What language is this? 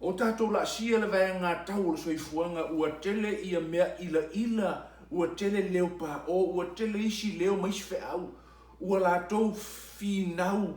Samoan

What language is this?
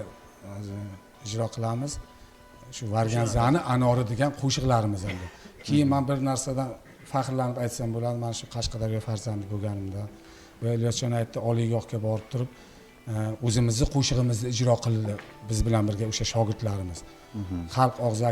Uzbek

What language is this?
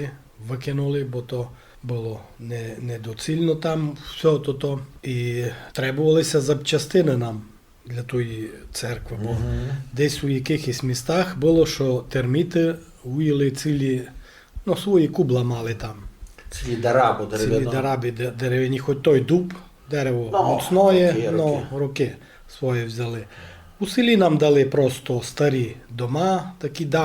Rusyn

